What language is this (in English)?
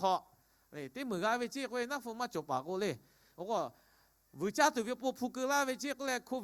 Lahu